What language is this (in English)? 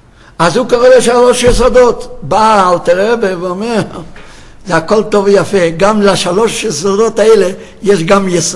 Hebrew